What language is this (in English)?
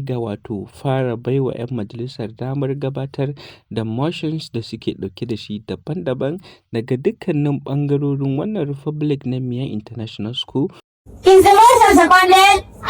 Hausa